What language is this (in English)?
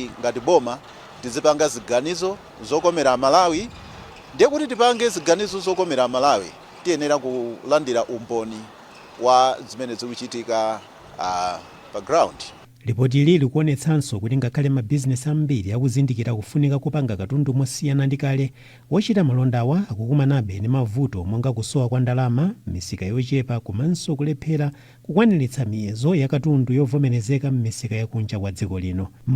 Nyanja